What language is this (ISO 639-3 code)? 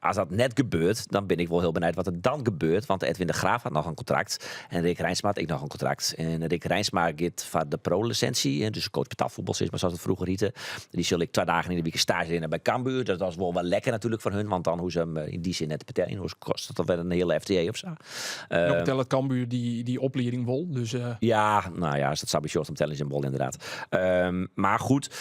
fry